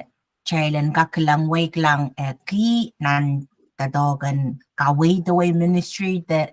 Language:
Pohnpeian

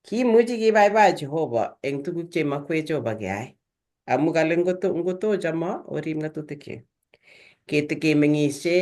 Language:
Kalenjin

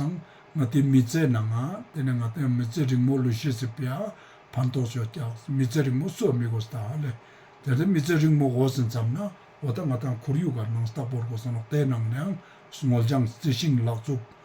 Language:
Ladakhi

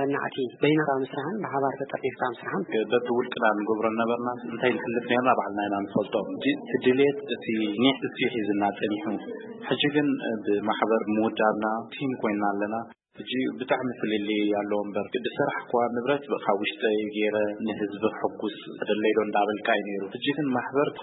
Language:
Tigrinya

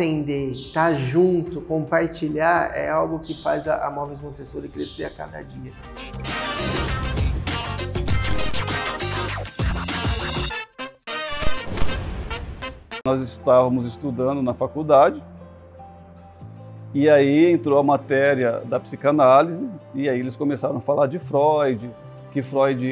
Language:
Portuguese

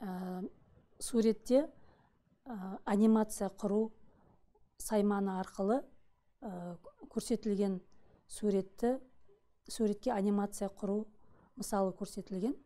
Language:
Kazakh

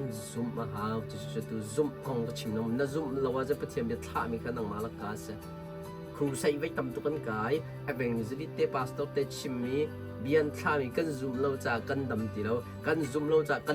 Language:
Hakha Chin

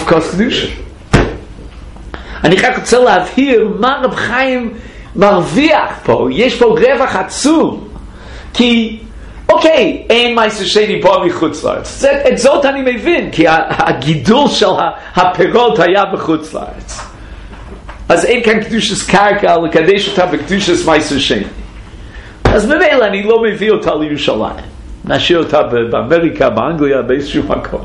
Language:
Hebrew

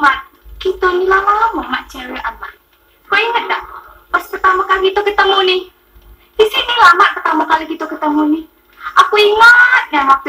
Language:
Musi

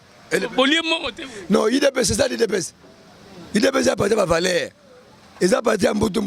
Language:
Lingala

